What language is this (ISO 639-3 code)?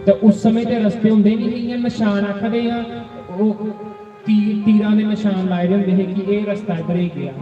doi